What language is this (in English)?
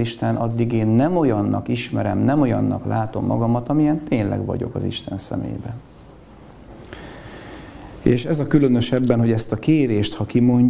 Hungarian